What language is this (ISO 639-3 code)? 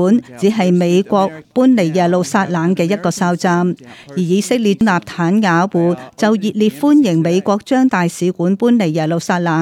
yue